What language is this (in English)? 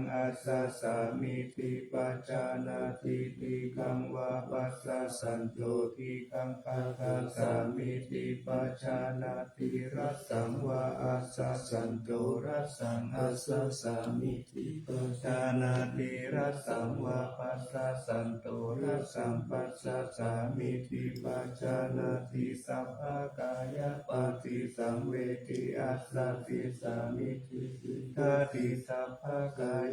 Pali